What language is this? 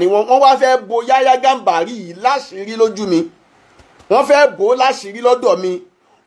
Yoruba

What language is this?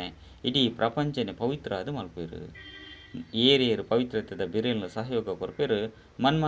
Tulu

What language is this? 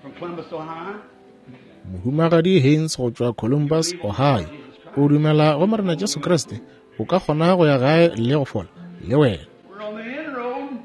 Northern Sotho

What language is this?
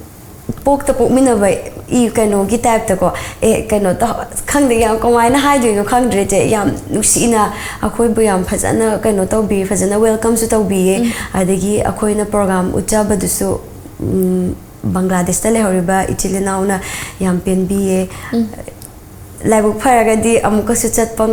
Manipuri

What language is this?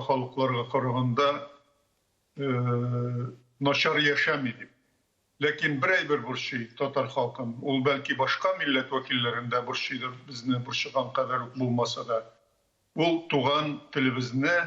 Tatar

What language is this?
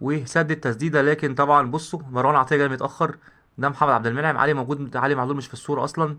Egyptian Arabic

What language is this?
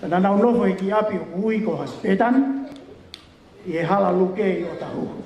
Tongan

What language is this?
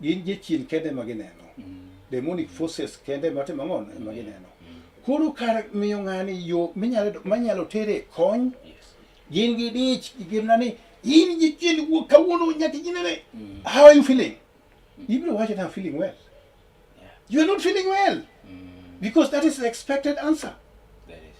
Luo (Kenya and Tanzania)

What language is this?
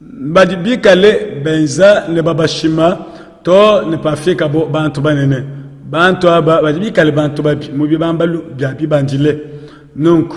Luba-Lulua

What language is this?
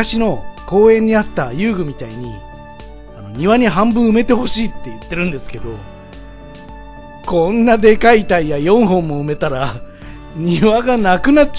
Japanese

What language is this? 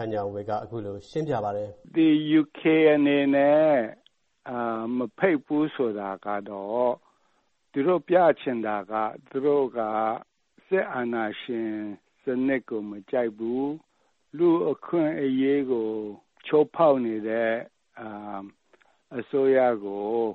Burmese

